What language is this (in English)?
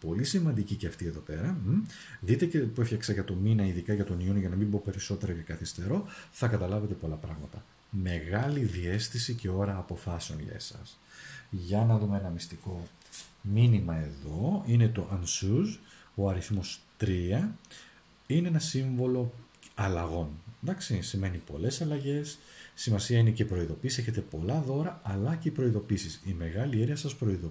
Greek